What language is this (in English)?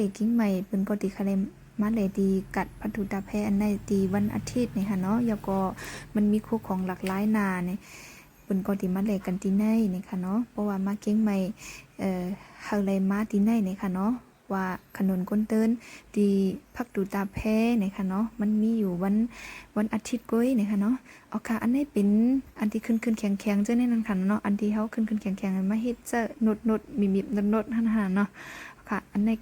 Shan